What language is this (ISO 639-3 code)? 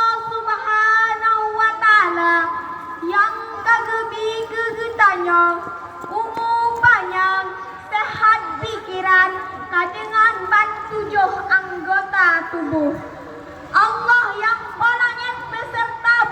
ace